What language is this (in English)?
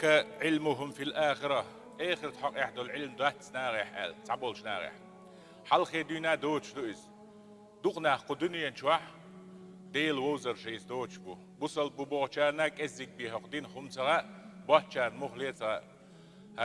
Chechen